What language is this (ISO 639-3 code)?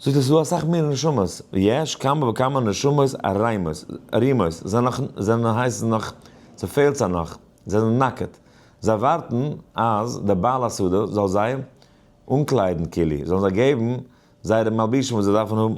yid